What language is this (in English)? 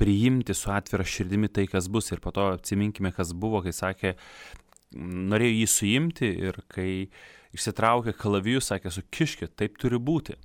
Lithuanian